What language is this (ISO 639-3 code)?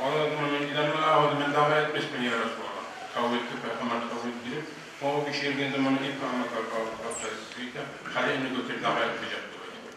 kum